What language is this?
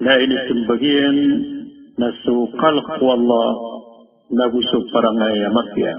Maranao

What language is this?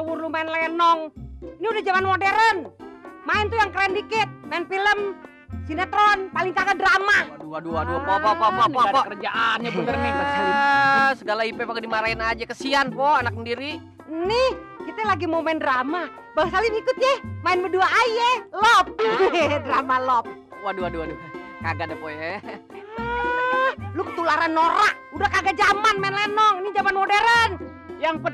Betawi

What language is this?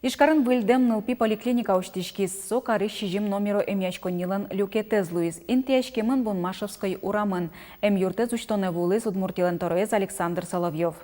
Udmurt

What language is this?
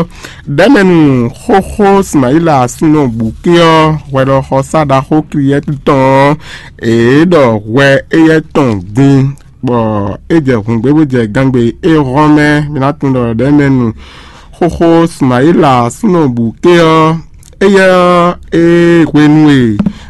Fon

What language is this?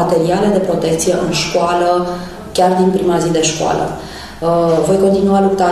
Romanian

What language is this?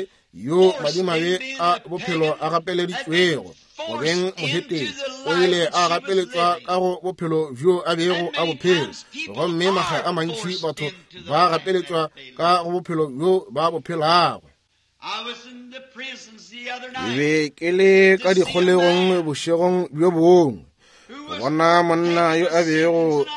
Northern Sotho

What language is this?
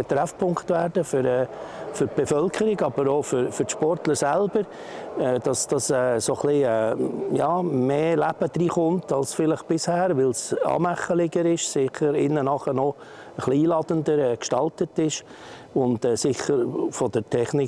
Swiss German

